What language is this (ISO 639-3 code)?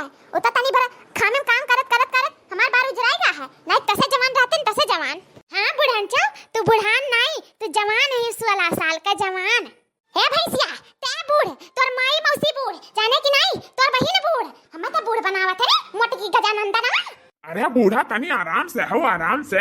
awa